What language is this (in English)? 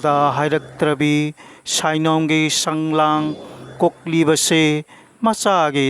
Manipuri